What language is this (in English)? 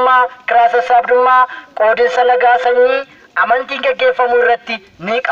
Oromo